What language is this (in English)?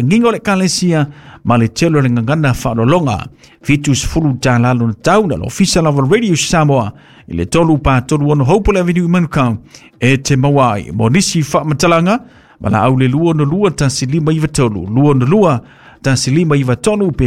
Samoan